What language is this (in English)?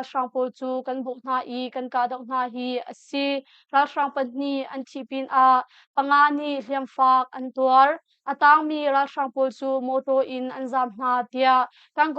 Hakha Chin